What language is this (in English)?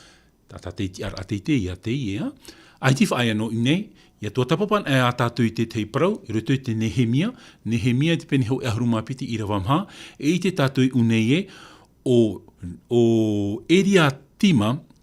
Tahitian